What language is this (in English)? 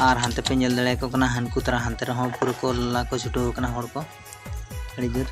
Santali